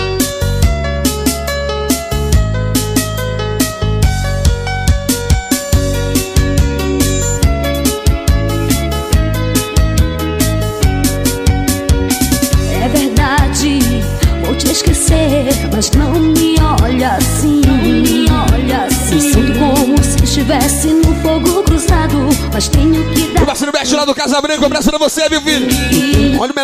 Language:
Portuguese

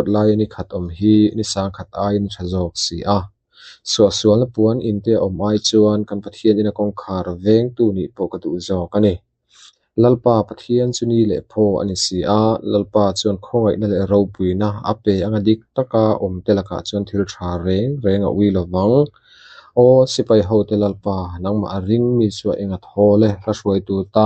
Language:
Mizo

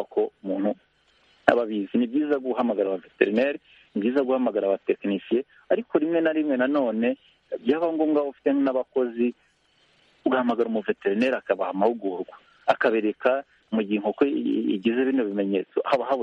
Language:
Kinyarwanda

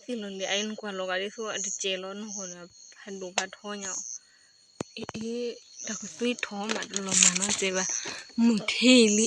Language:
S'gaw Karen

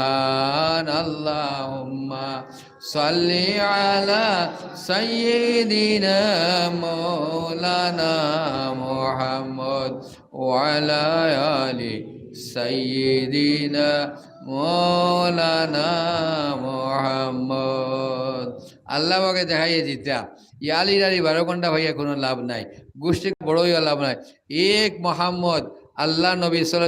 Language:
Sylheti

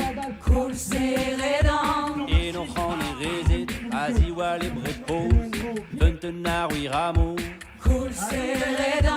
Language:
Breton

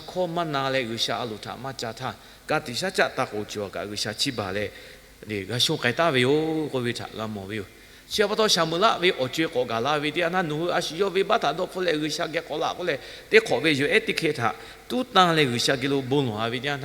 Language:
Lahu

